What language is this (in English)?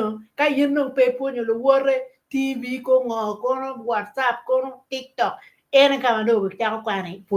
Acoli